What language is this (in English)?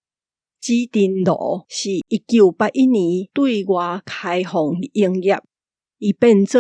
Min Nan Chinese